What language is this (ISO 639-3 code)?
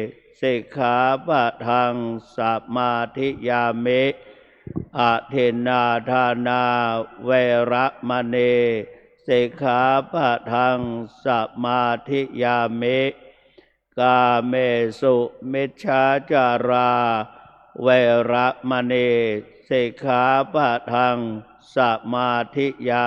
pli